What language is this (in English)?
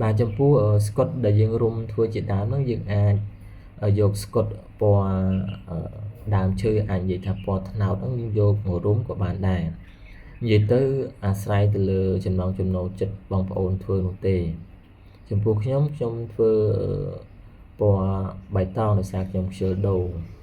Khmer